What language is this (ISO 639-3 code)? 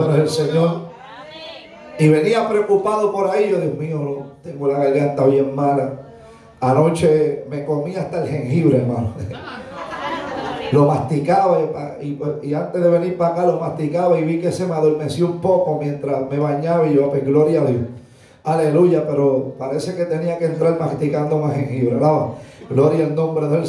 spa